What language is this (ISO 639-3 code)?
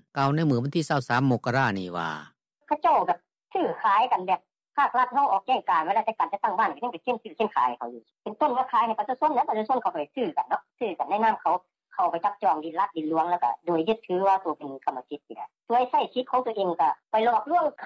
lao